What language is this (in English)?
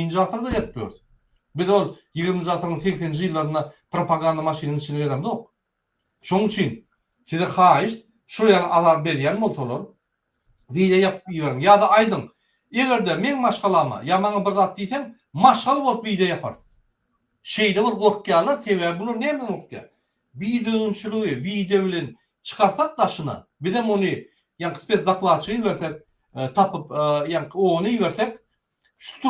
Turkmen